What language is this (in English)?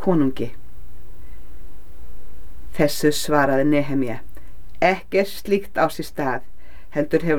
Icelandic